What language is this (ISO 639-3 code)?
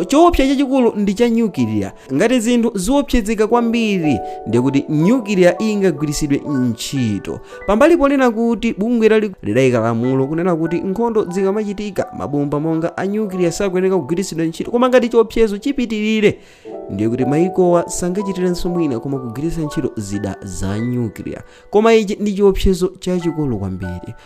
nya